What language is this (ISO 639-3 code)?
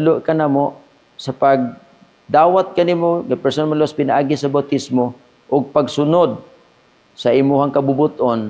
ceb